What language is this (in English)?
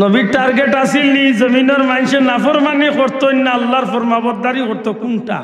Sylheti